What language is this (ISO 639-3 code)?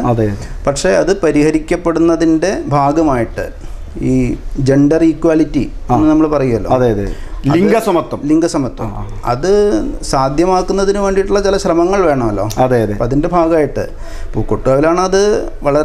mal